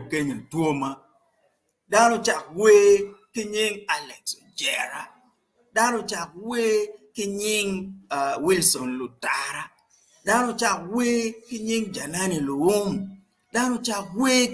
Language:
Acoli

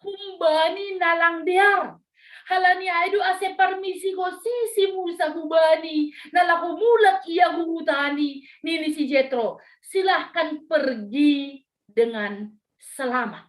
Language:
Batak Simalungun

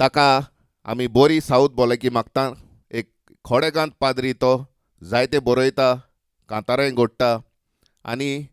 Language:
Konkani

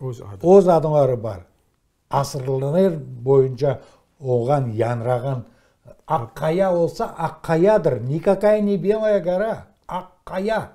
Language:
Crimean Tatar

